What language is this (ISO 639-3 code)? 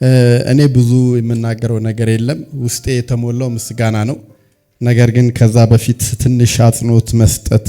amh